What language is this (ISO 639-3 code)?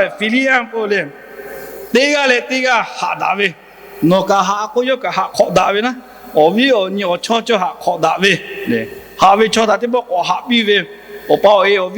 lhu